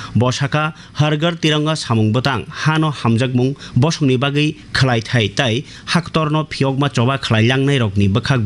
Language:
Kok Borok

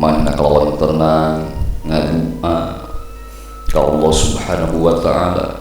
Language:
Sundanese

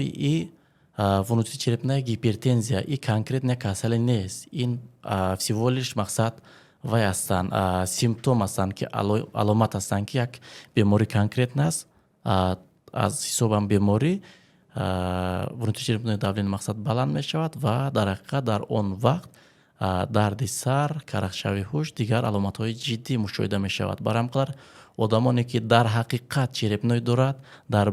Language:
Tajik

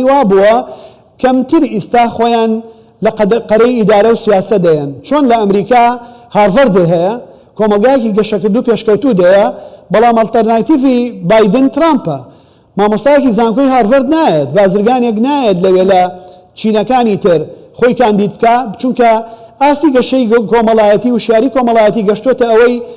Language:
Central Kurdish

